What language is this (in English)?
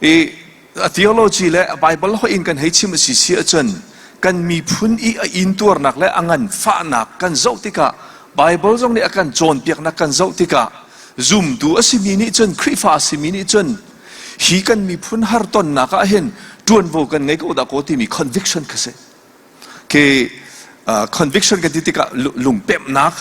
Hakha Chin